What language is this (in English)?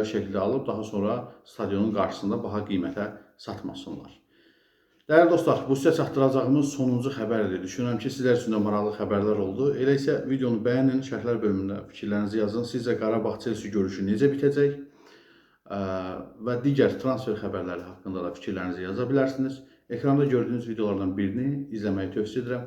Azerbaijani